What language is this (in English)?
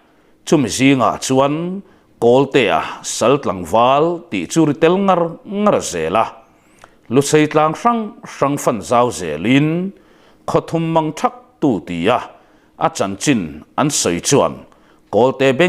Mizo